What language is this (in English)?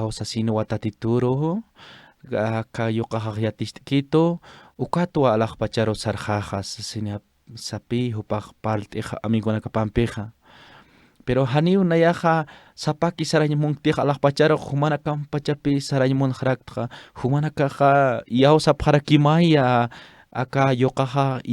Aymara